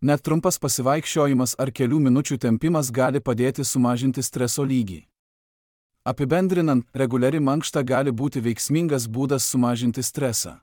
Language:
Lithuanian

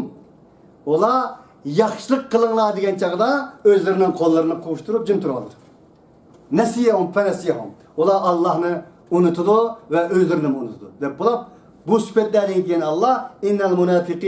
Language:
Uyghur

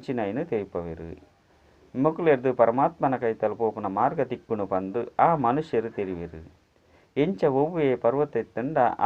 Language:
Tulu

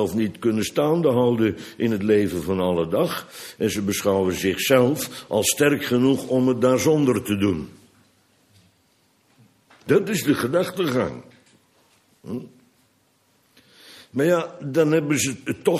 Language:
Dutch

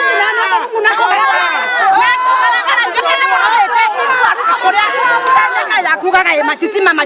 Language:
Meru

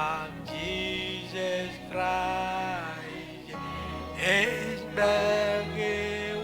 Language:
Marshallese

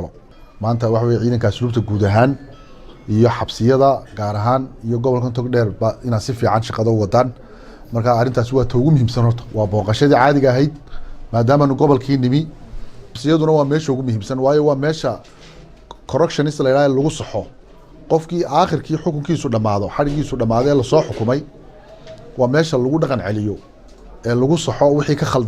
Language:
Somali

